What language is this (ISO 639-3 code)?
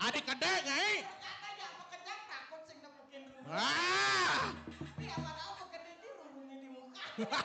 ban